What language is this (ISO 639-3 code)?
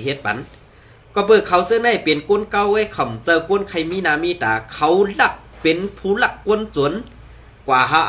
shn